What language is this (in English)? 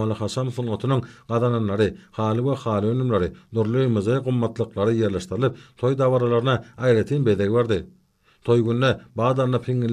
Turkmen